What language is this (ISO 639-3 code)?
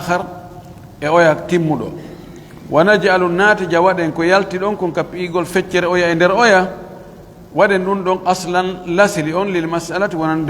fuf